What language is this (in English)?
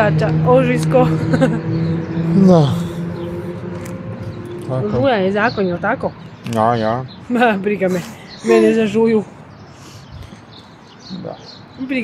Croatian